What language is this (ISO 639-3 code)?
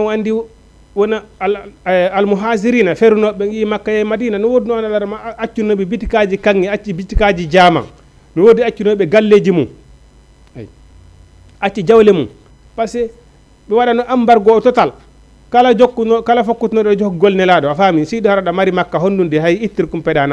ful